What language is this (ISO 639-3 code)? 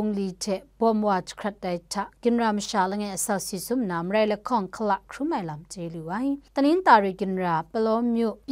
kac